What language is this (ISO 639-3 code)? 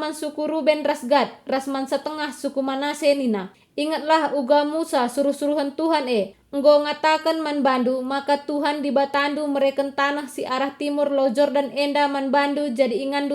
btx